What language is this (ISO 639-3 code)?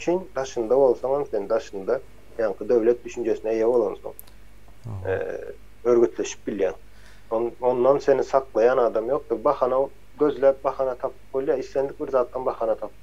tuk